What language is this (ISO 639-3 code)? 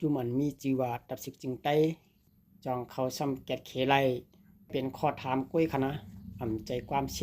lao